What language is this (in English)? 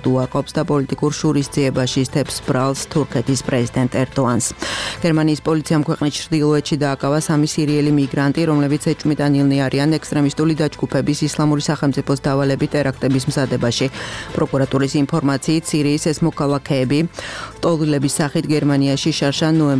Georgian